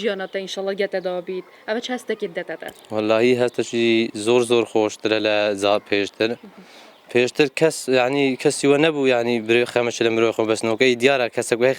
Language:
Kurdish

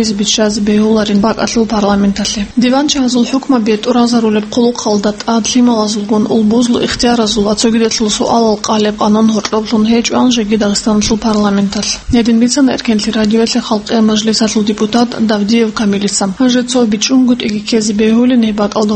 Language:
Avaric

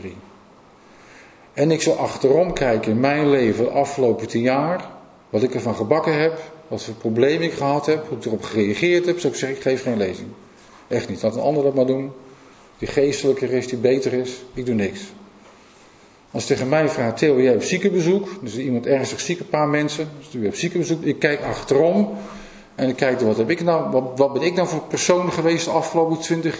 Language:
Dutch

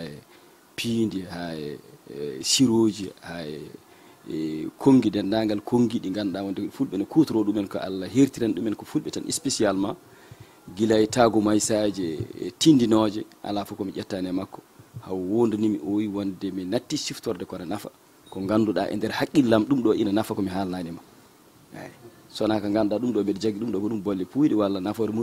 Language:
Fula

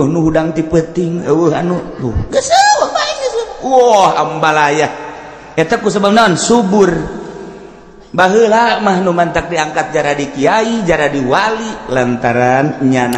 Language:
Sundanese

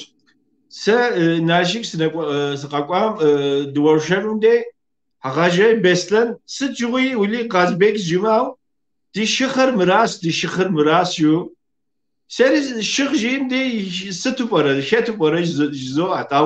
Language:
Kabardian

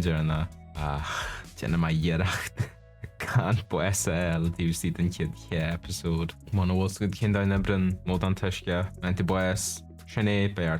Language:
Irish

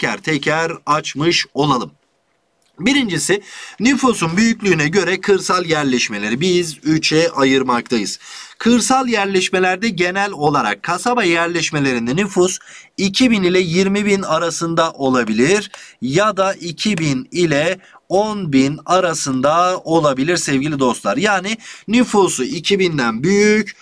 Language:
Turkish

